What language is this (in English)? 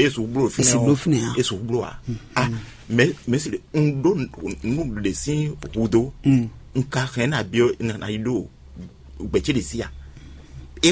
Fon